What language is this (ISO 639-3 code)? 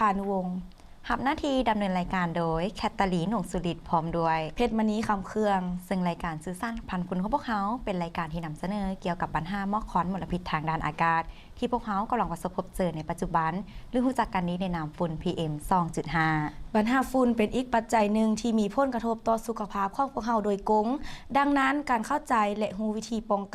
lao